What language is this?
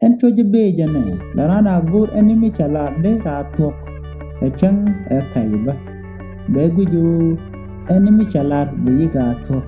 Nuer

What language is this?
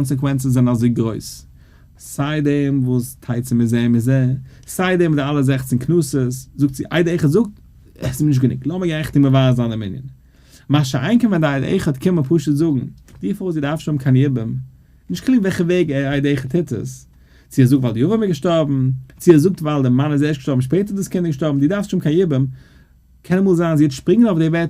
Yiddish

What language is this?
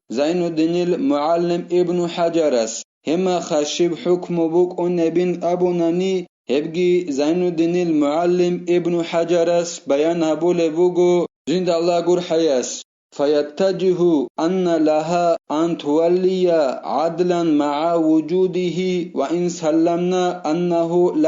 Avaric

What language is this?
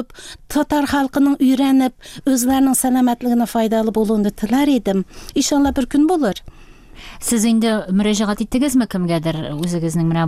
Tatar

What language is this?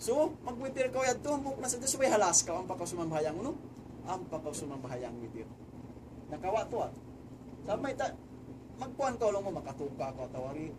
Tausug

